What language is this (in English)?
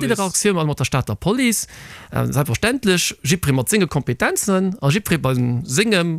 Luxembourgish